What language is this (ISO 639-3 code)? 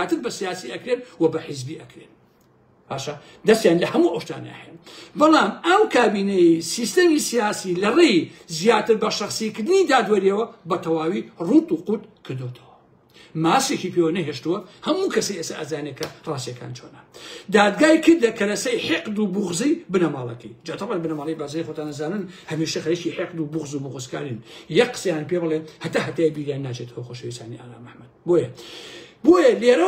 ckb